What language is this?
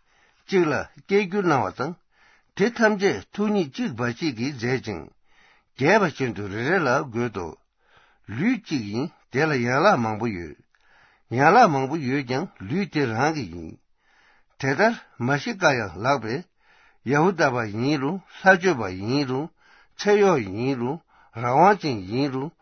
Tibetan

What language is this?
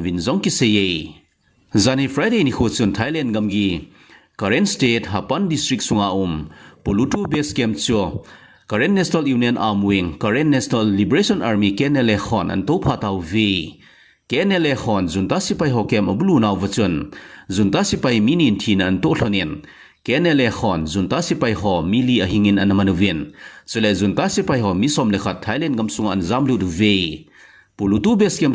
Thado Chin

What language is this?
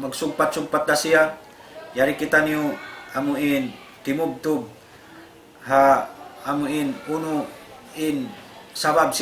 Tausug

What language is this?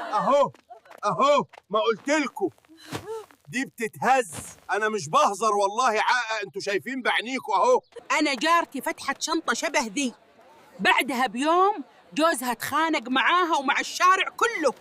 Egyptian Arabic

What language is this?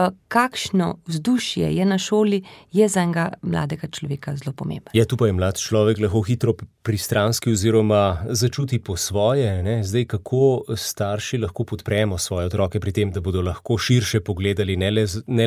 Slovenian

